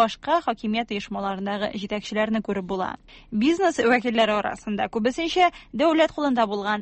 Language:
Tatar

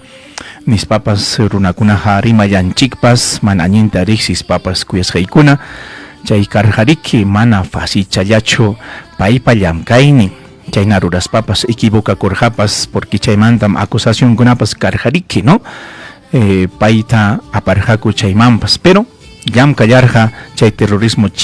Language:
Ayacucho Quechua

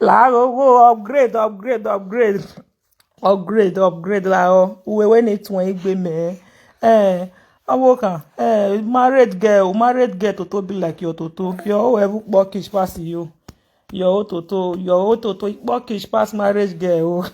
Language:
Nigerian Pidgin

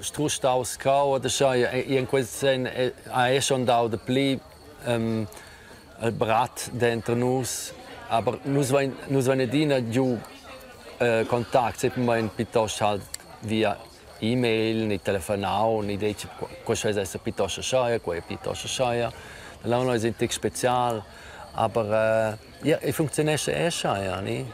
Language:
Romansh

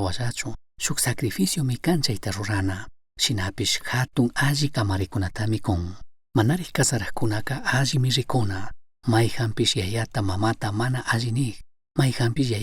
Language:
Chimborazo Highland Quichua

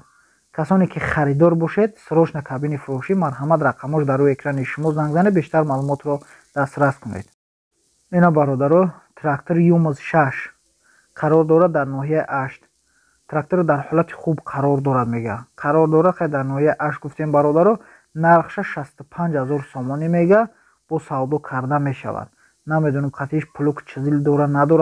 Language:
Tajik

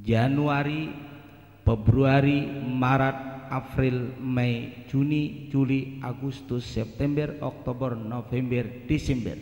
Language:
Banjar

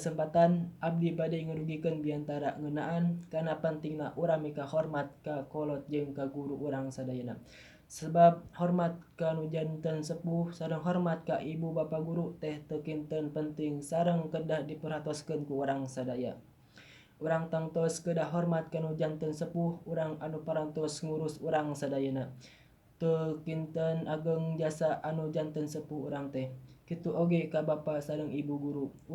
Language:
Sundanese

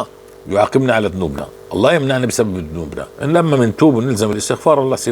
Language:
North Levantine Arabic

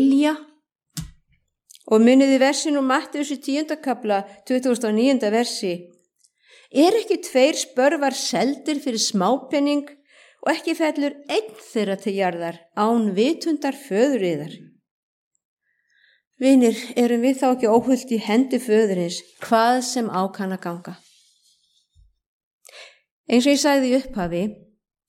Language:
Icelandic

